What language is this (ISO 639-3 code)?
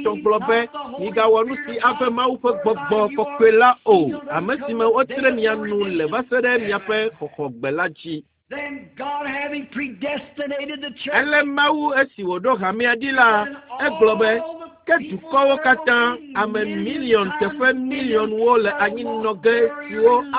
ewe